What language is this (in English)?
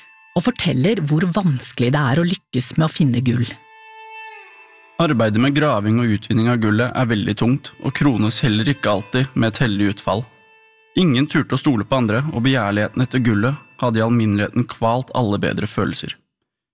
Norwegian